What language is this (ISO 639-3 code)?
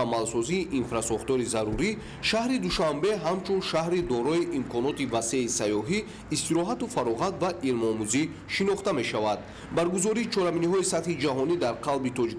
tgk